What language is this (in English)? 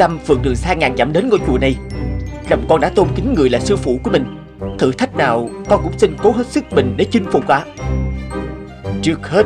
Vietnamese